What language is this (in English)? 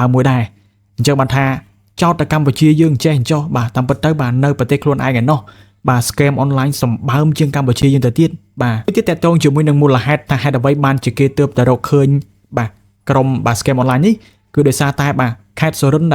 Khmer